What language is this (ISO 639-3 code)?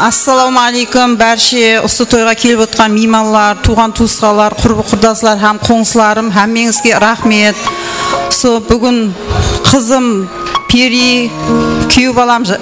kaa